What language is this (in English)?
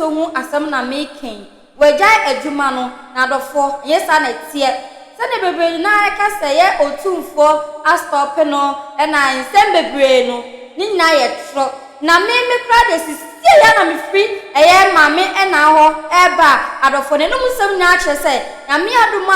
Akan